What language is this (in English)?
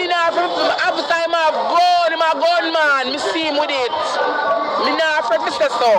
Jamaican Creole English